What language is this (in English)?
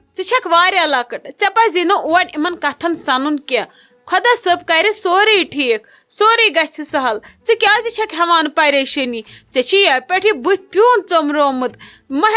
Kashmiri